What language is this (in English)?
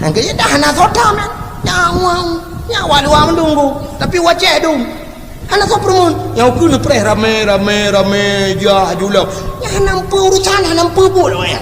Achinese